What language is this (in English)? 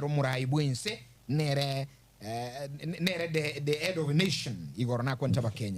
Gusii